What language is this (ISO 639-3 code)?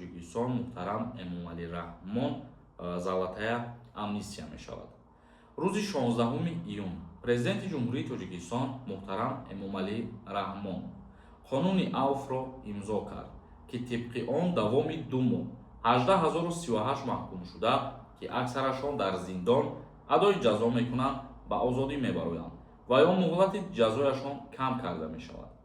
tgk